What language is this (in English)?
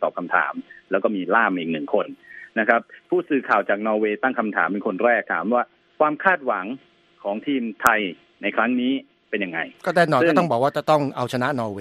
Thai